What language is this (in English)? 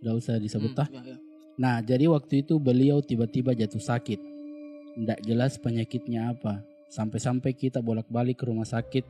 Makassar Malay